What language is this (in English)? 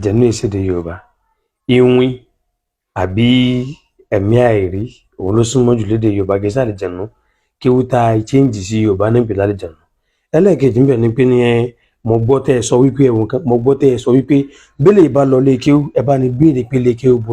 Yoruba